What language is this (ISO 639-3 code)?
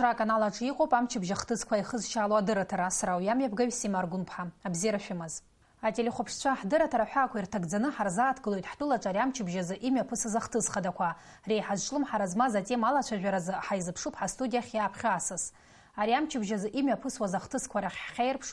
abk